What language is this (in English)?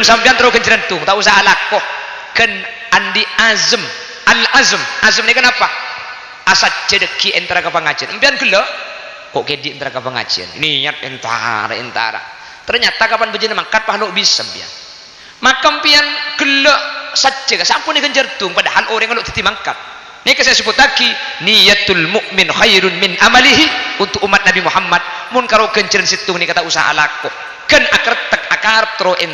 Madurese